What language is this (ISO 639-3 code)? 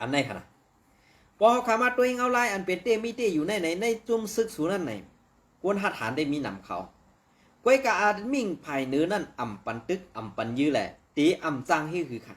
shn